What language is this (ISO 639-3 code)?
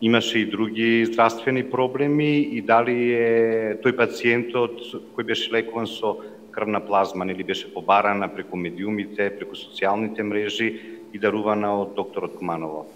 mkd